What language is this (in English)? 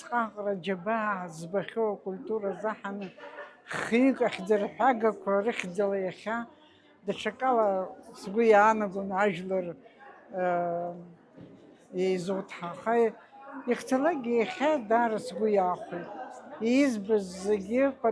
Abkhazian